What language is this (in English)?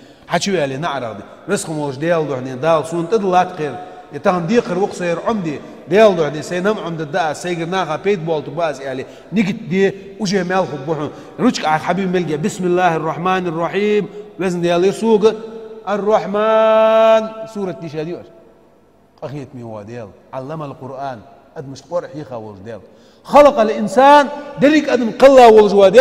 Ingush